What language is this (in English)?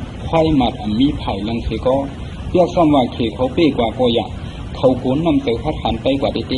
Shan